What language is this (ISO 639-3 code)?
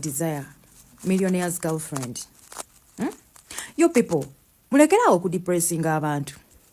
lug